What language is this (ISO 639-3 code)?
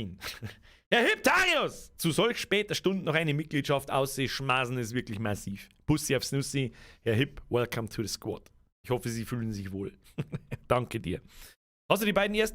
bar